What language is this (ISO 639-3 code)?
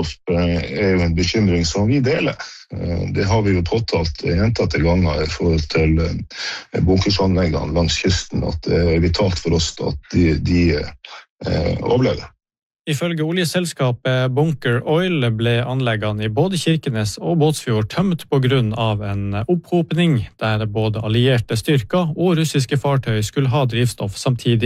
nor